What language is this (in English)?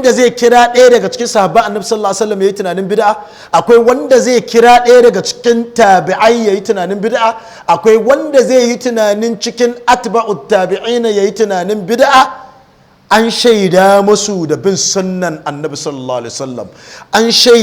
Hausa